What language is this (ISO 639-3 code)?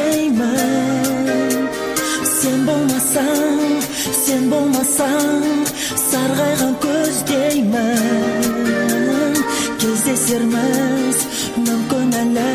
kaz